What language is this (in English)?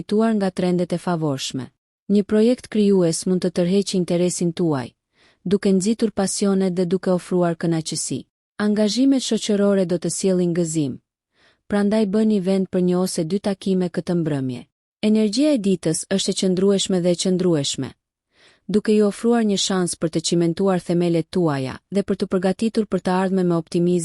Albanian